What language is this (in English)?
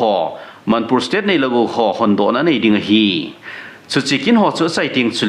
Thado Chin